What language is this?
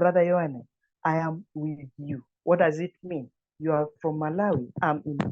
English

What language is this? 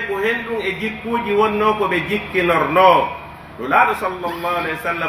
Pular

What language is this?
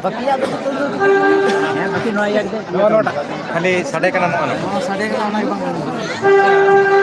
Santali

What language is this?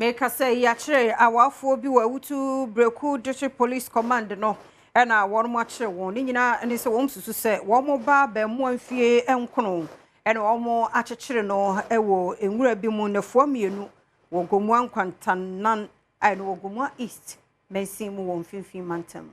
Akan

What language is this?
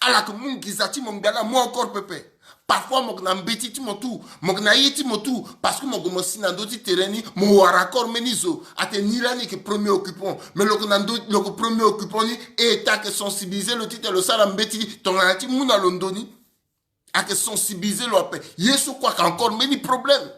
Sango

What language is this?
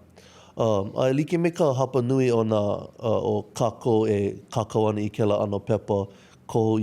Hawaiian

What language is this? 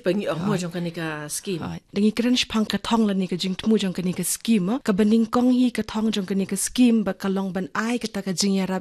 Khasi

